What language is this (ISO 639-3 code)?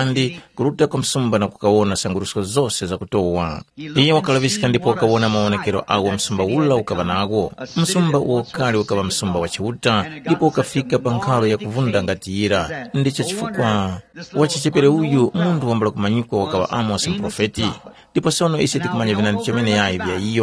tum